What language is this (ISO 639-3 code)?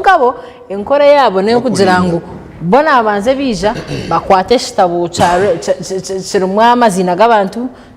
nyn